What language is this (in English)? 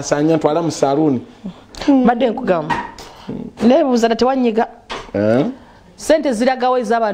Ganda